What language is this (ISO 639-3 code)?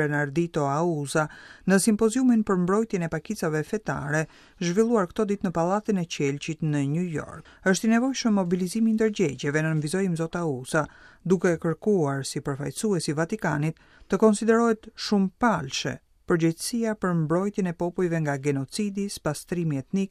sqi